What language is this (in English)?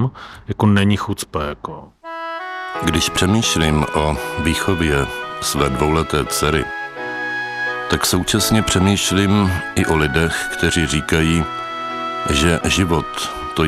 Czech